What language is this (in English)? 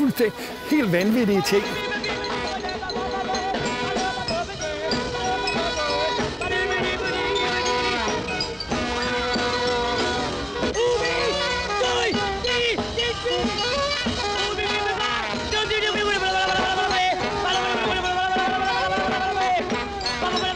Danish